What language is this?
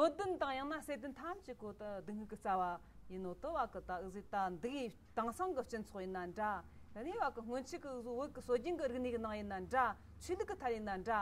Tibetan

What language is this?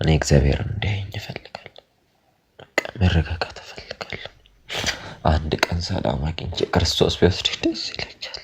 Amharic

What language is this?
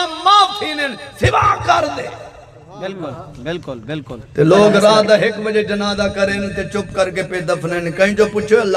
Saraiki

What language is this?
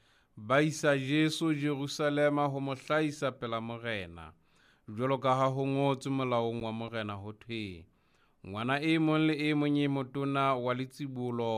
Southern Sotho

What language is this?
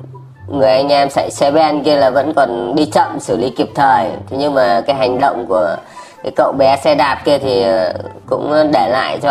Vietnamese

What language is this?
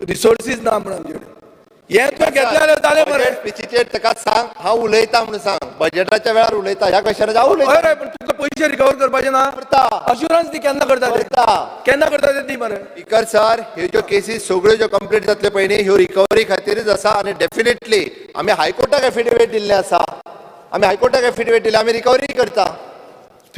Konkani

